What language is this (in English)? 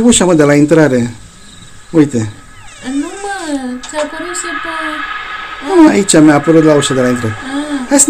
Romanian